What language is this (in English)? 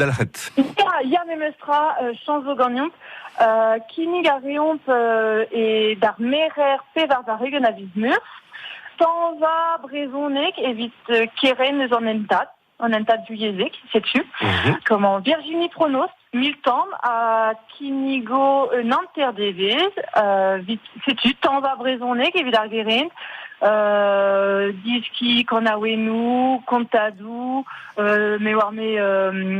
Breton